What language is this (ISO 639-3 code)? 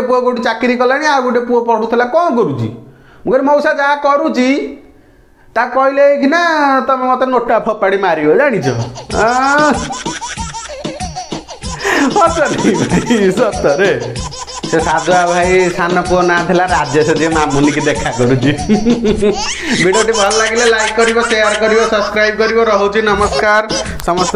ori